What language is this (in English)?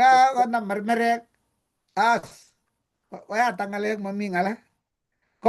Kalenjin